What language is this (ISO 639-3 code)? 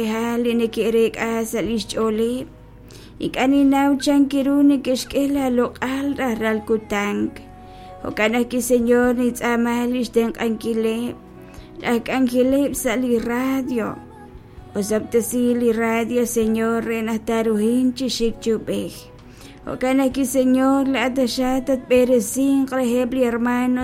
kek